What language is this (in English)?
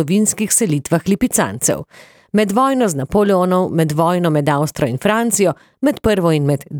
Slovenian